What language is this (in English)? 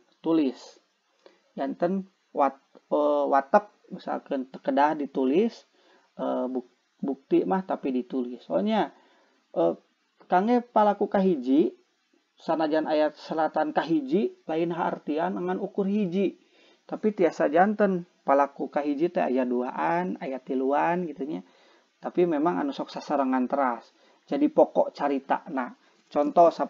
Sundanese